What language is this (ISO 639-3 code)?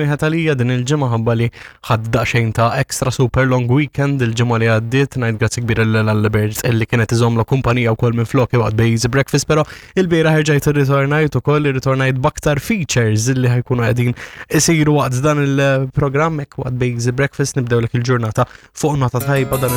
mlt